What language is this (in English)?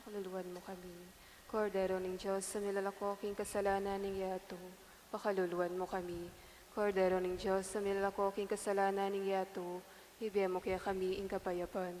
Pampanga